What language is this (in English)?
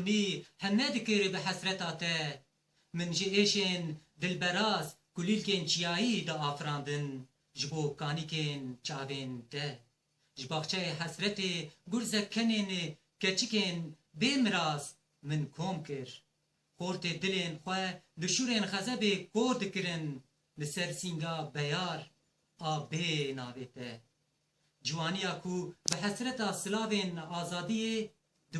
Kurdish